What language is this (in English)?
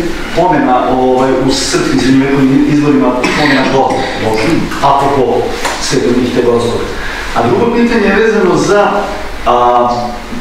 Serbian